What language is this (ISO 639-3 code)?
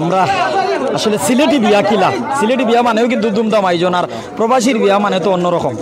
syl